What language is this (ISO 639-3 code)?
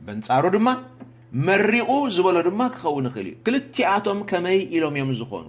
tir